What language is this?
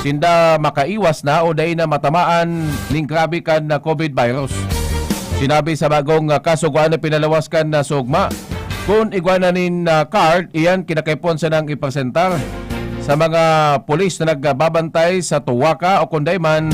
Bikol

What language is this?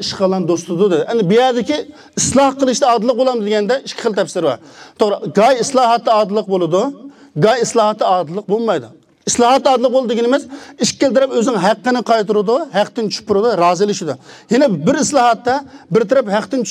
Uyghur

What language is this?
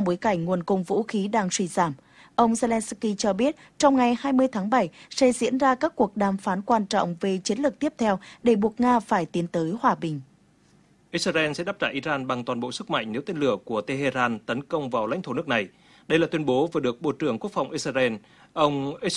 Vietnamese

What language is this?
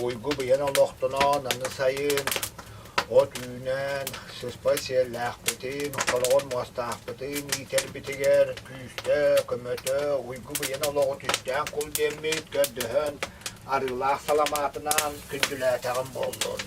Yakut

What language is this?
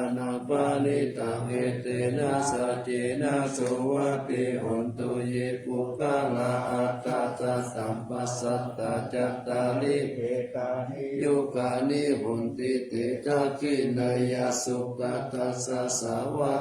Pali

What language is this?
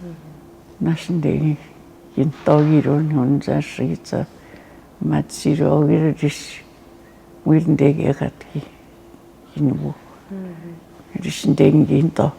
Atikamekw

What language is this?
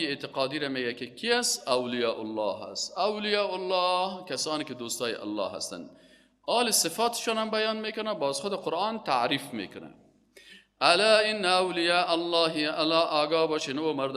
Persian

